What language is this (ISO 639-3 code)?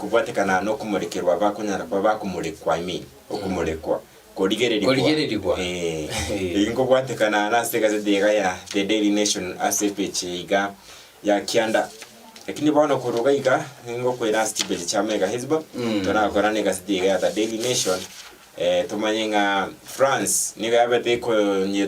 guz